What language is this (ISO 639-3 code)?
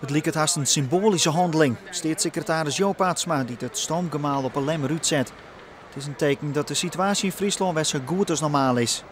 fry